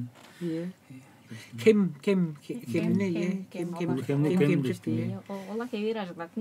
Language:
Tuvinian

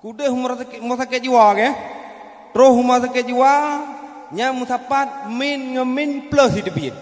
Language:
Achinese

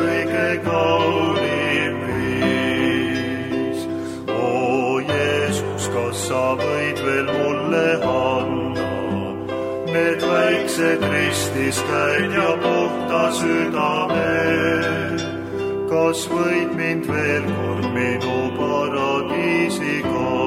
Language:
Estonian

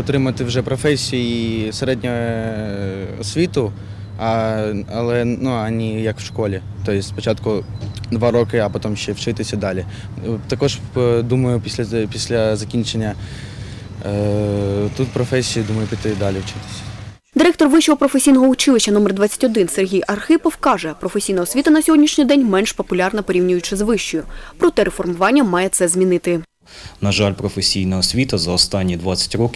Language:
Ukrainian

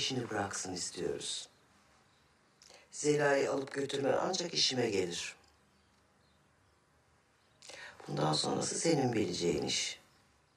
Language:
Turkish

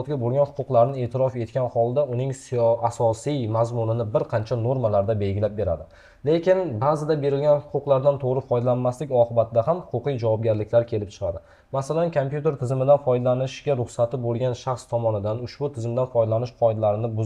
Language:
Uzbek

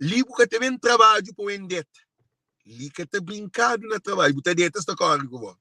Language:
Kabuverdianu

